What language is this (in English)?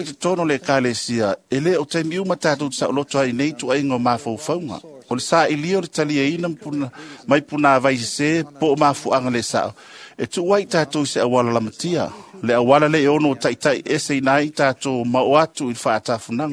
Samoan